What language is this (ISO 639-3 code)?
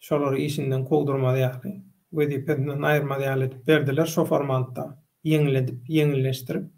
tuk